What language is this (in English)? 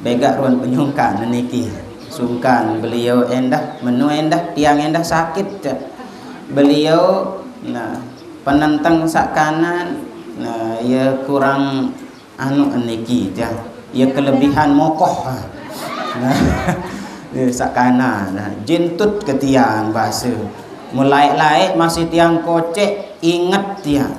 Sasak